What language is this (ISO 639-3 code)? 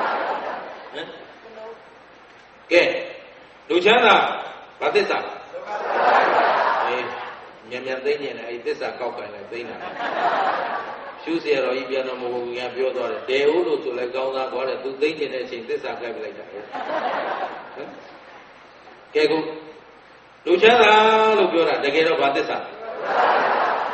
mya